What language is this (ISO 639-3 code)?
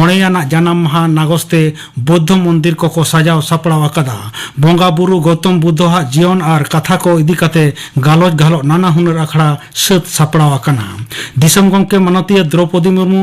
sat